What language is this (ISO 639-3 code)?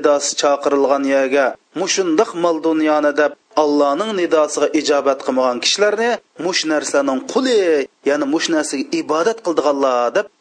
uig